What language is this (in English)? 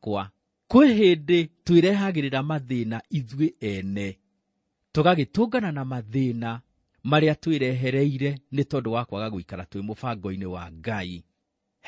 Kikuyu